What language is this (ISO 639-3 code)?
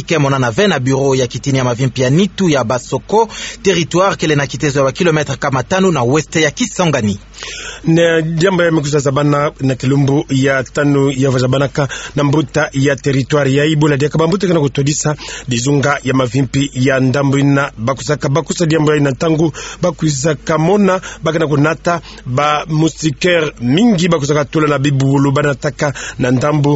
ktu